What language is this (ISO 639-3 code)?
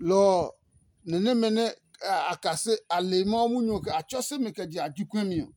ada